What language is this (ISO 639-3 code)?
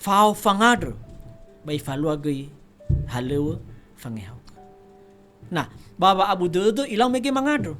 nia